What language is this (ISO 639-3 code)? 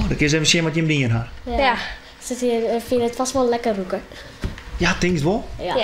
fry